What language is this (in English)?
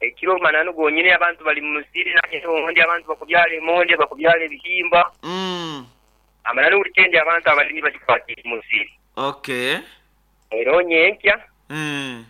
Nyankole